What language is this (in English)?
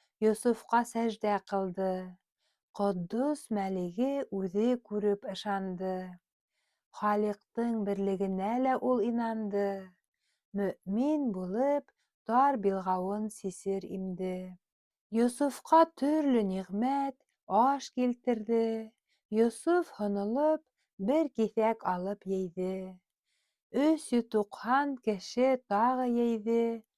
Bashkir